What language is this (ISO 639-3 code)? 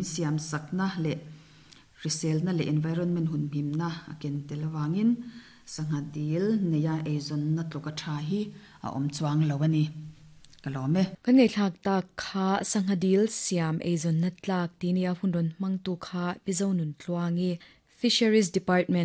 lus